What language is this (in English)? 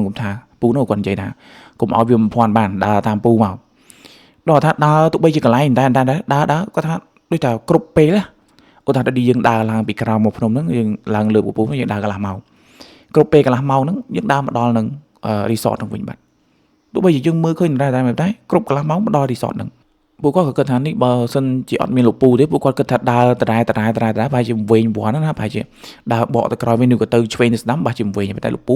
Khmer